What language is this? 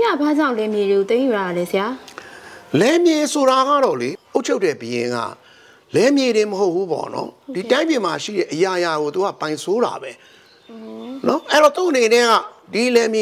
Burmese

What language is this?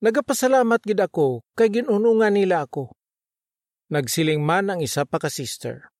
Hiligaynon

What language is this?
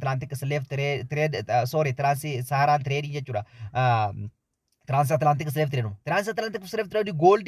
Oromo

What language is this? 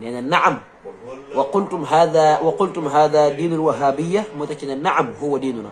Wolof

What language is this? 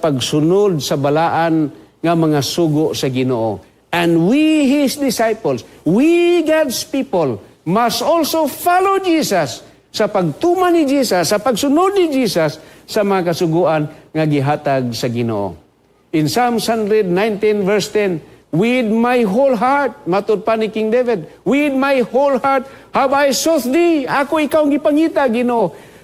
Cebuano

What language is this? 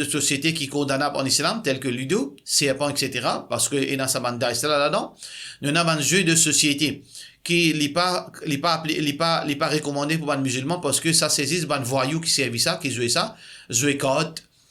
Morisyen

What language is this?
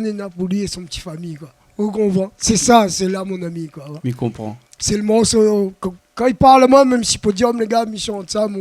Réunion Creole French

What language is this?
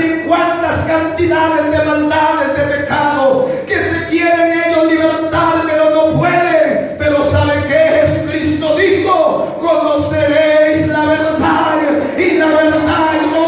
Spanish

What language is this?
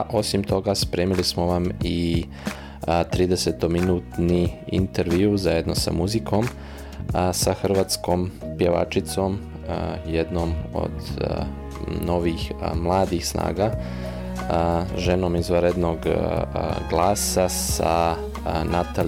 Serbian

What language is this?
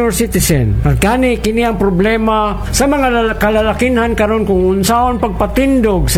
Cebuano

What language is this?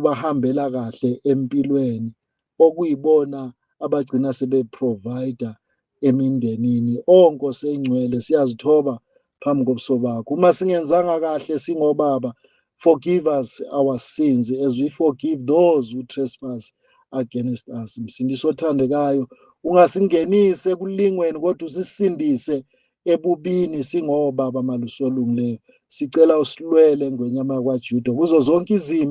Zulu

